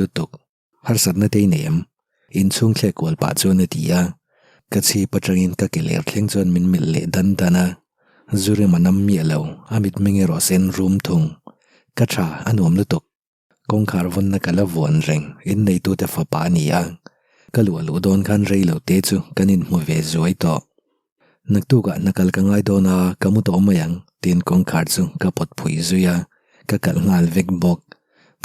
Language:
Mizo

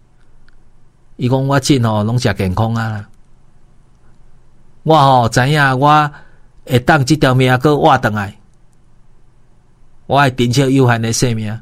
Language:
Min Nan Chinese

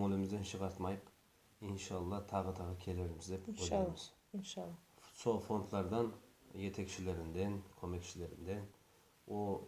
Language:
Nogai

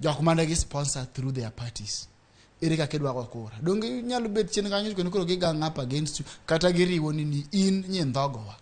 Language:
Luo (Kenya and Tanzania)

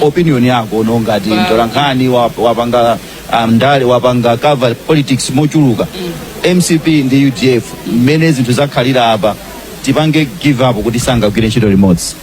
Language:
Nyanja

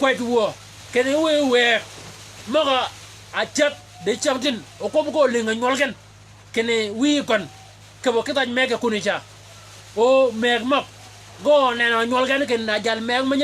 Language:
Shilluk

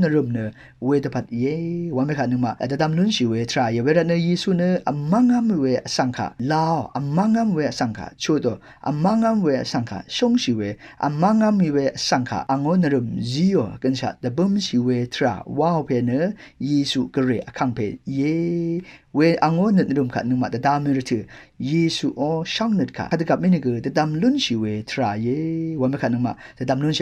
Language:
Rawang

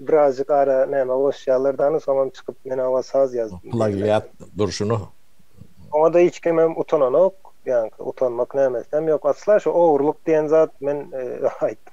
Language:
Turkmen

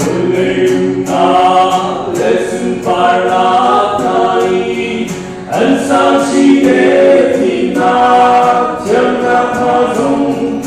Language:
Hakha Chin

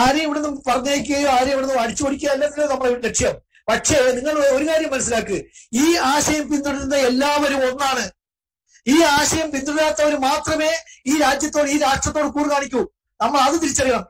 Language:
Malayalam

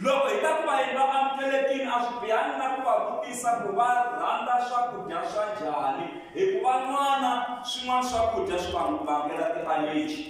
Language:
Tsonga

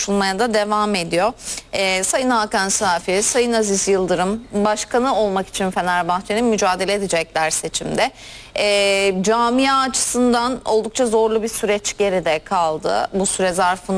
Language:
Turkish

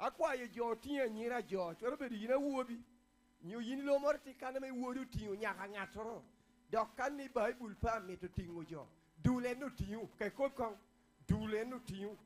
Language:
Lango (Uganda)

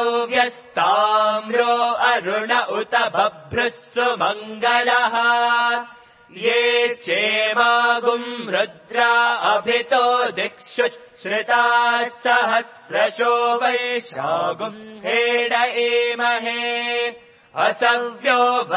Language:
Sanskrit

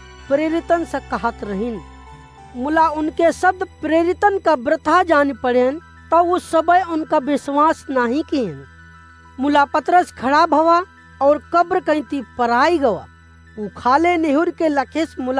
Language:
Awadhi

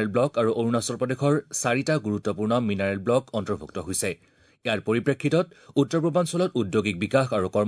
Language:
Assamese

